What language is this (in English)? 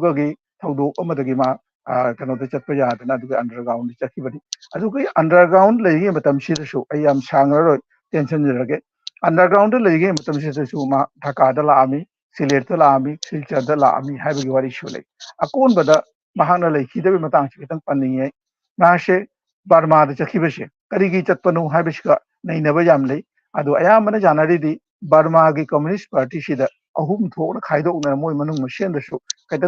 Manipuri